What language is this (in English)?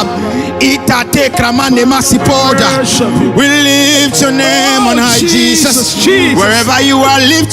Ewe